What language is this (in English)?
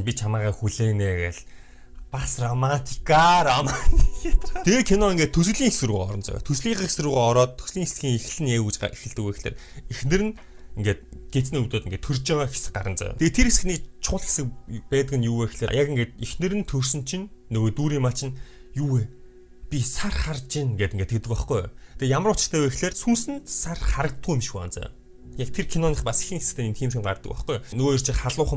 Mongolian